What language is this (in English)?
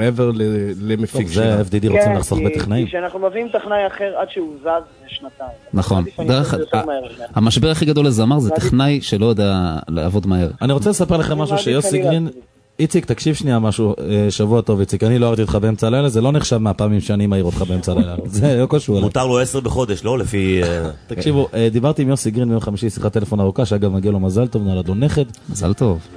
Hebrew